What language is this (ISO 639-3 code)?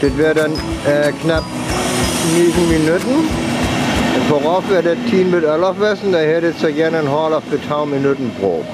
frr